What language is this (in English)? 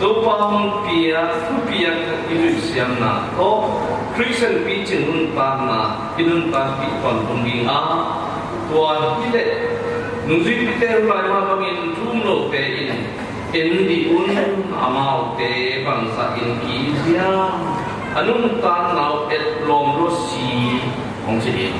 Tedim Chin